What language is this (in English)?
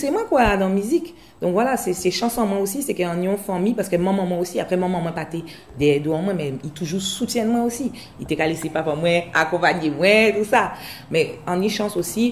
Guadeloupean Creole French